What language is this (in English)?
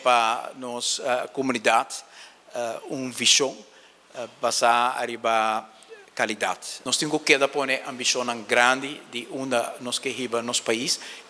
Papiamento